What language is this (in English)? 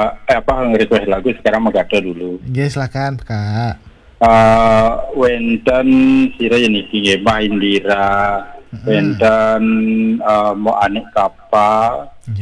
Balinese